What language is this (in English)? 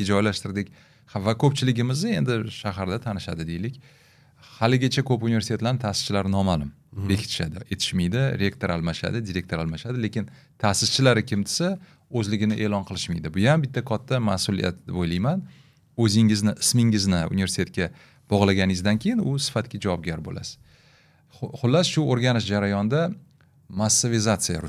Uzbek